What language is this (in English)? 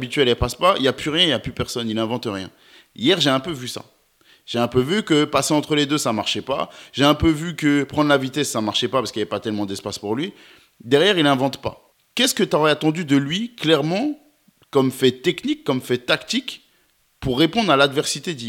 French